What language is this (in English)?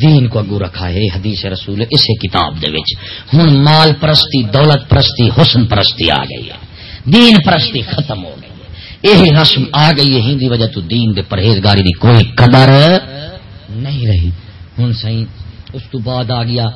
Saraiki